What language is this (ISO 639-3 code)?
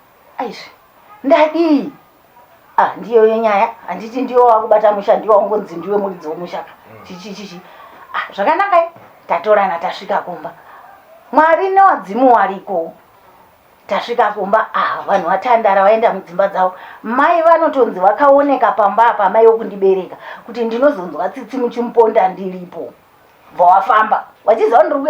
sna